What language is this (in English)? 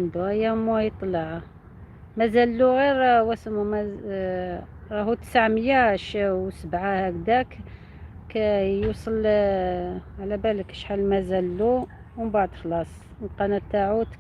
Algerian Arabic